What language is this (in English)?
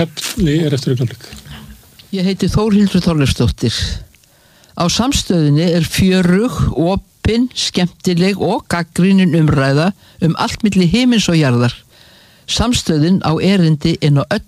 Icelandic